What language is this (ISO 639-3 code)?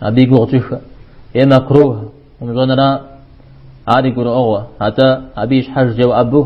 kbd